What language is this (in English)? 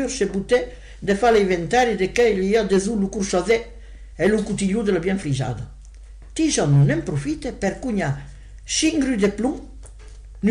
Occitan